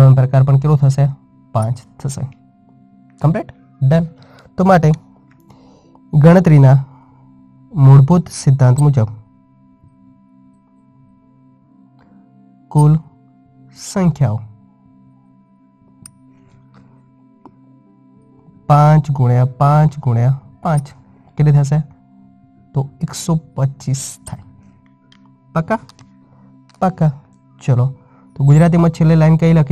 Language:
Gujarati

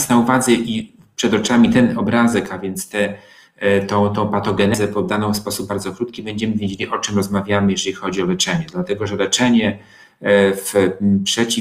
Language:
Polish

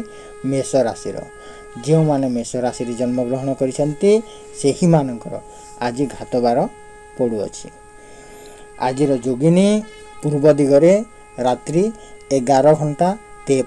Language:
Odia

